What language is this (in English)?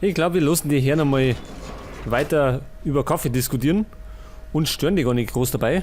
Bavarian